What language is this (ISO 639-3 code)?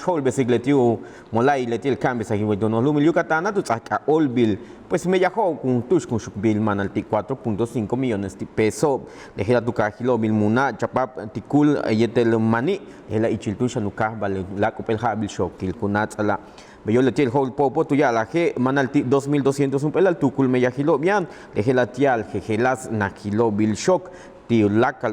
yua